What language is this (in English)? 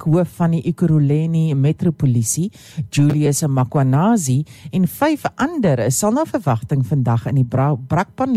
Afrikaans